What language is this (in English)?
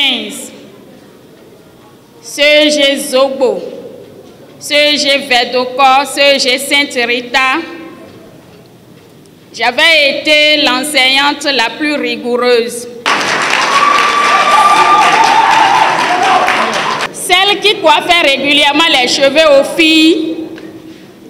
French